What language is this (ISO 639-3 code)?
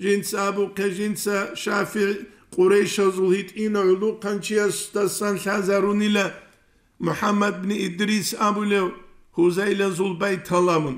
ava